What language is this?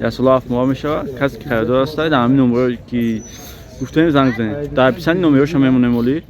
Tajik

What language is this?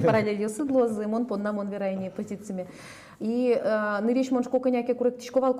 Udmurt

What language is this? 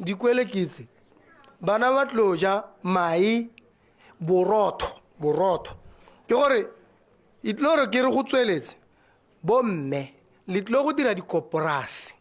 Tswana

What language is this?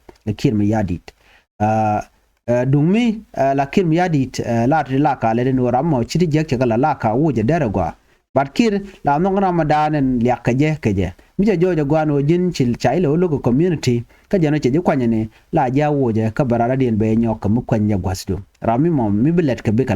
Nuer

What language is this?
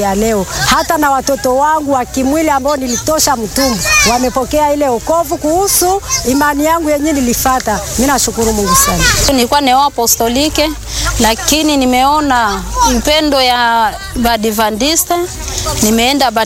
Swahili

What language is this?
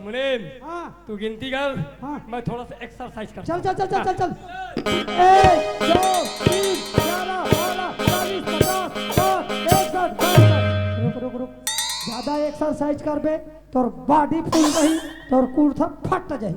Chhattisgarhi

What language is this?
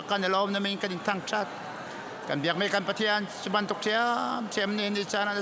Hakha Chin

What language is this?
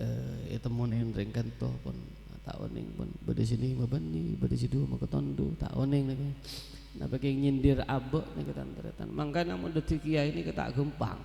Madurese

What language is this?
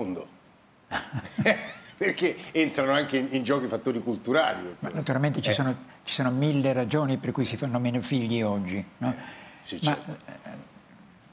Italian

